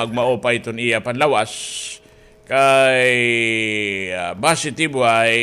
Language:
Waray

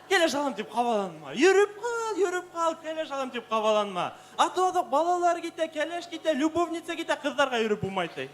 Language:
Bashkir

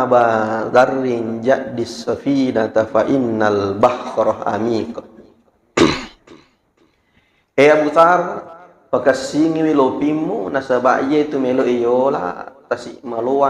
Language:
Buginese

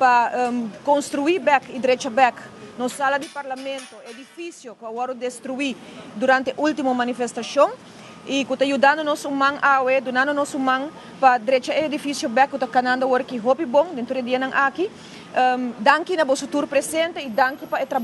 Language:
Papiamento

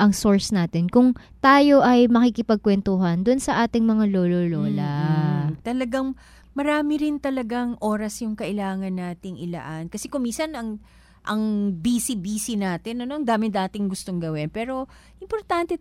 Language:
Filipino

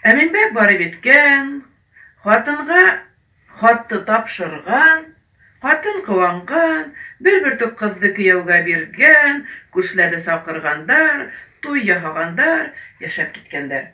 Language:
Bashkir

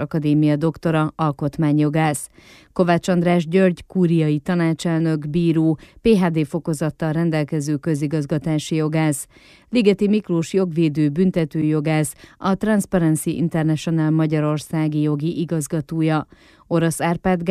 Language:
Hungarian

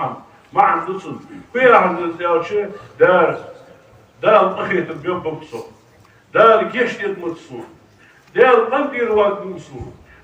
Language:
Ingush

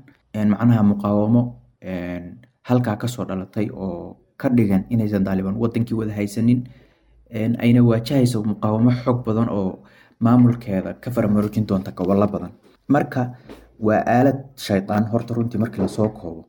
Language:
Somali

